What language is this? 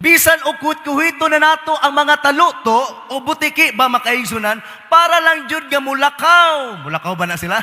Cebuano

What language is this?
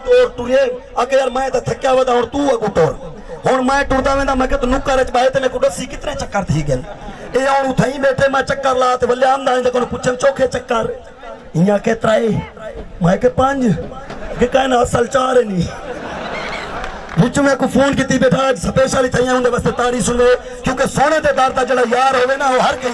Saraiki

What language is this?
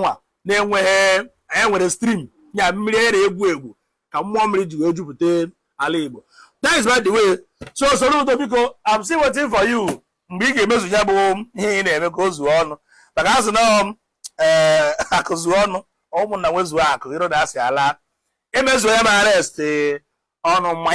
Igbo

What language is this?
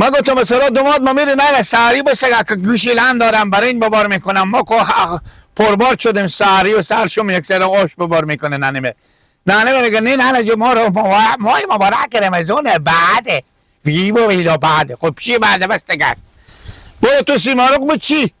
Persian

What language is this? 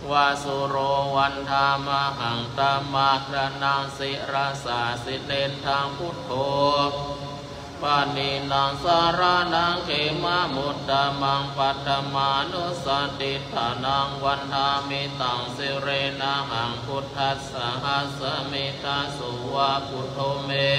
Pali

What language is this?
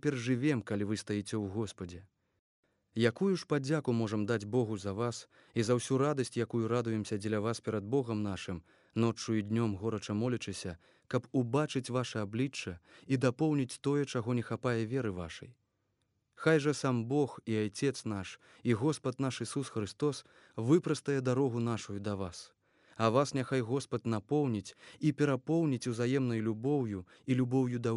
Belarusian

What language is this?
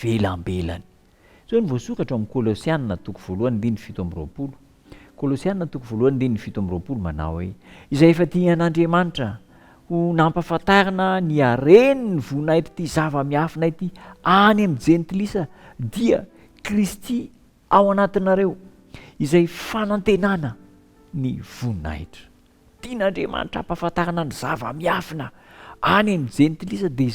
Malagasy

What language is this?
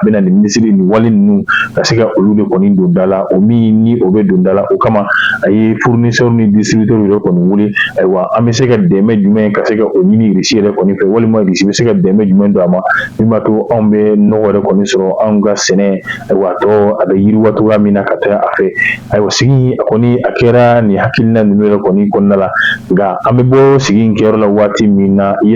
Bambara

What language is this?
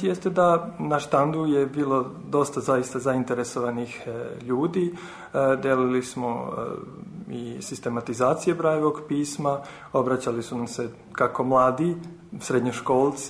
Serbian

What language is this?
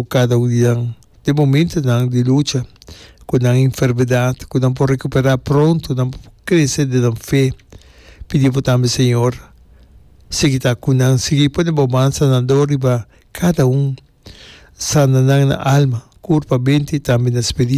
Papiamento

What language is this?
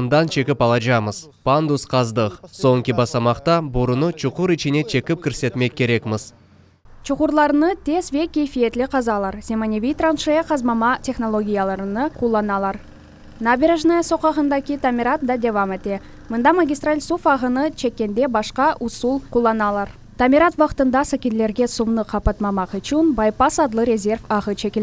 Crimean Tatar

